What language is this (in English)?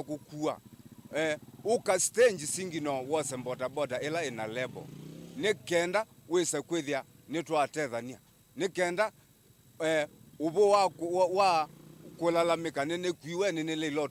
Kamba